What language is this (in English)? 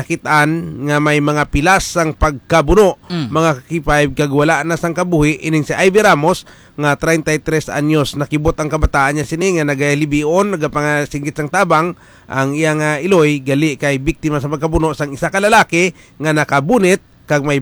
Hiligaynon